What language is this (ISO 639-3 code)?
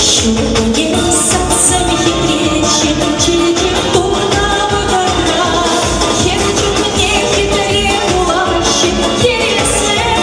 chv